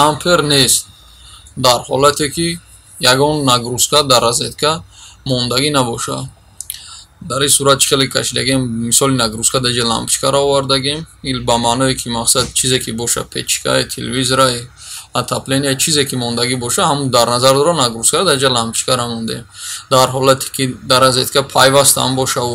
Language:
Tajik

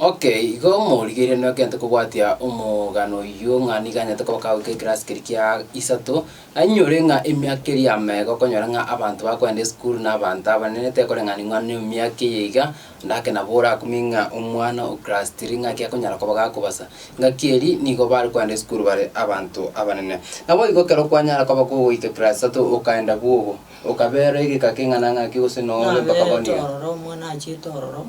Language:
Gusii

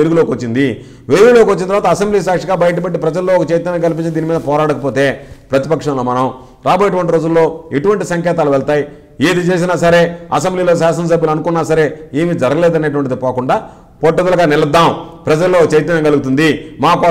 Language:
Telugu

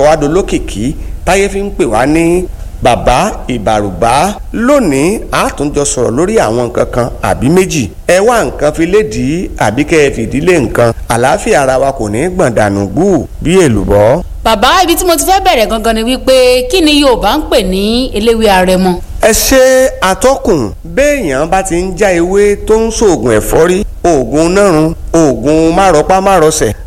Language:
Yoruba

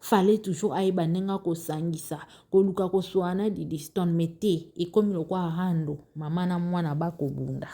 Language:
Lingala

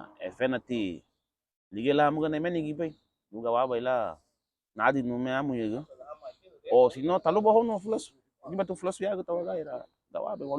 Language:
Garifuna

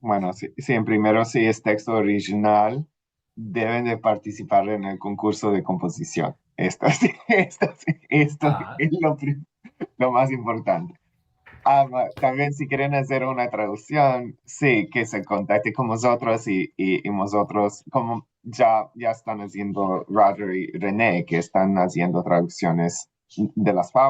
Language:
Ladino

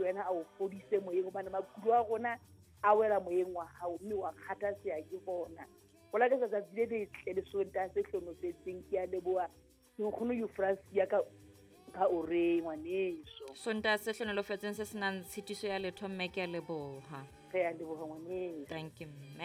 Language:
Southern Sotho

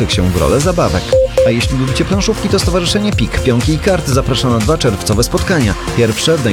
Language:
Polish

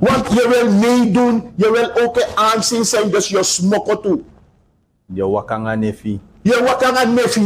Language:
Sranan Tongo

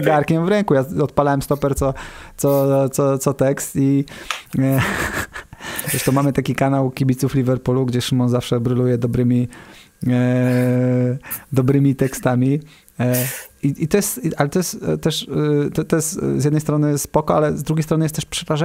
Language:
Polish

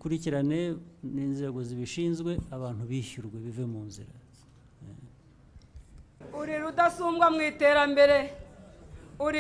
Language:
Kinyarwanda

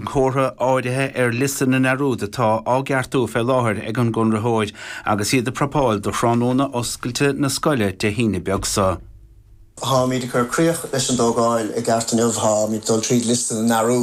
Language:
Irish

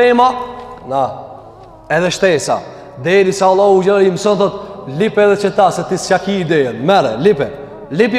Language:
Albanian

